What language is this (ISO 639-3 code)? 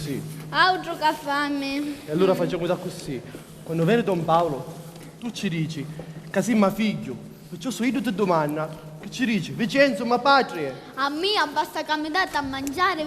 scn